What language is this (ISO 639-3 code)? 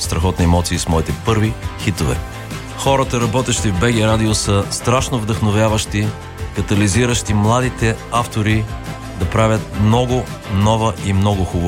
bul